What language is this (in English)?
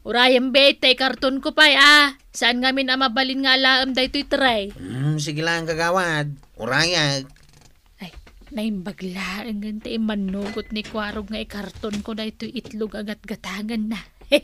Iloko